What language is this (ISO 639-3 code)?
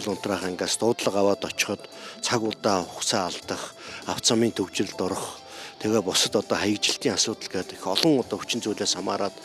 mon